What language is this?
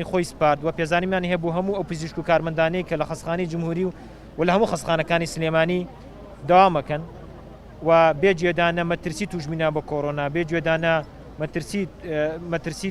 Central Kurdish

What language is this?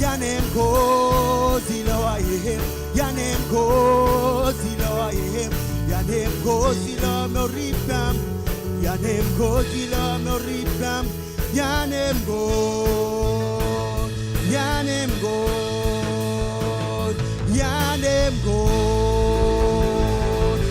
Marshallese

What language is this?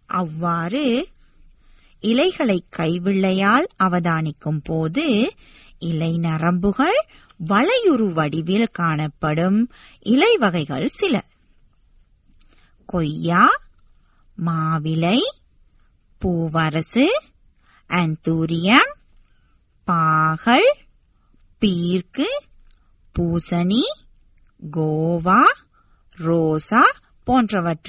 Tamil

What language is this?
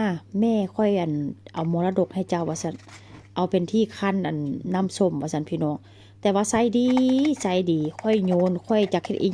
Northeastern Thai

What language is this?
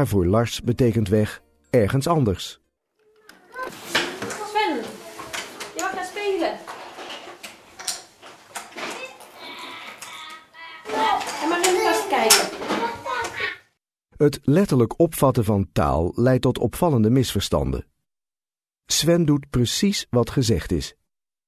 Dutch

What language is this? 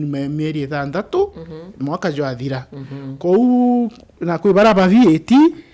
Meru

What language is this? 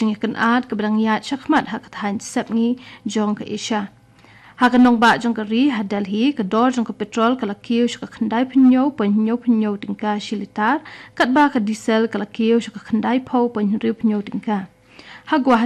Khasi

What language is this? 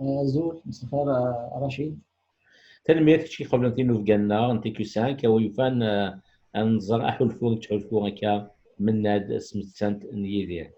Kabyle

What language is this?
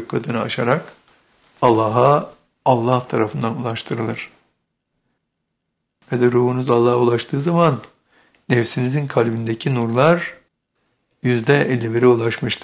Turkish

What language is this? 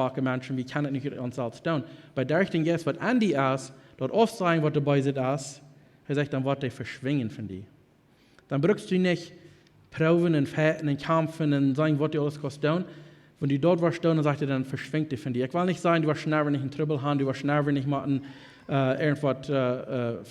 Plautdietsch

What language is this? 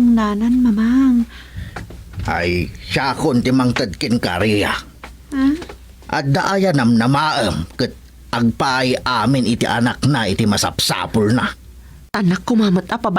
Iloko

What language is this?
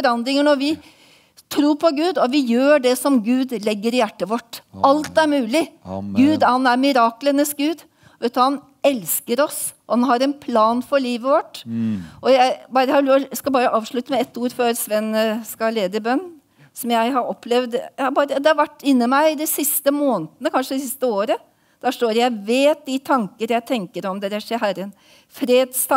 Norwegian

